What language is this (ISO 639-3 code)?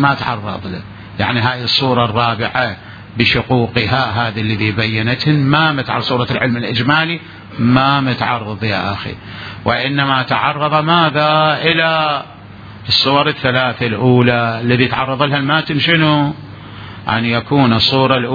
acm